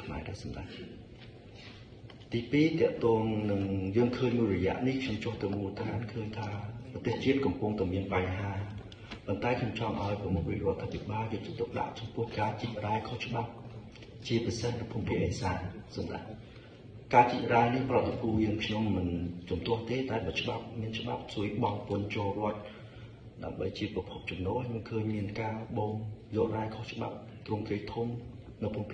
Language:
Khmer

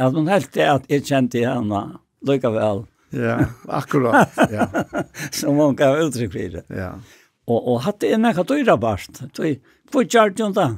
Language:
Faroese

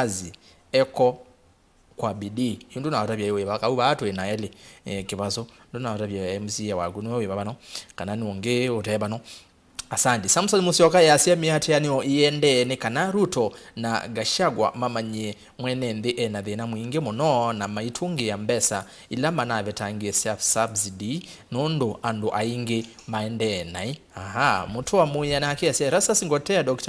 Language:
Kamba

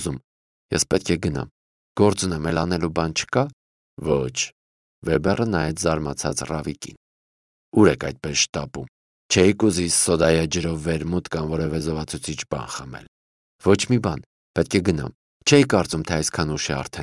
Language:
Armenian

